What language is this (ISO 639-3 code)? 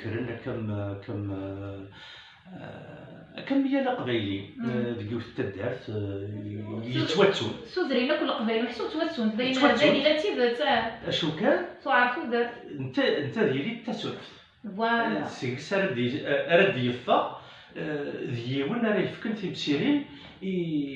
kab